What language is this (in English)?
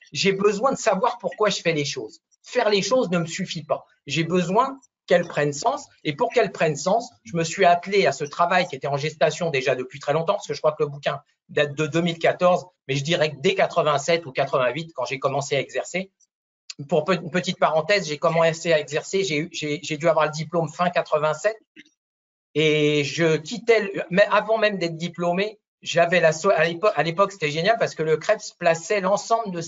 French